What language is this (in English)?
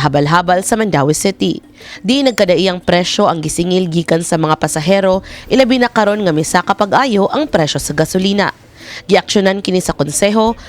Cebuano